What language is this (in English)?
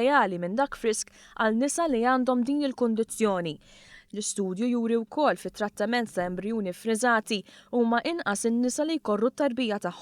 Maltese